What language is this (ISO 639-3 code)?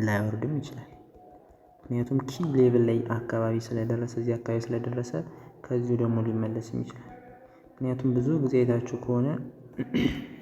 amh